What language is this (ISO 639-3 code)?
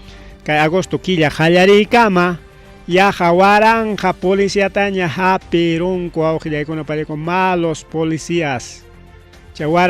quy